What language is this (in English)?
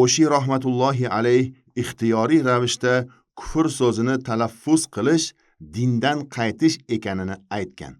Uzbek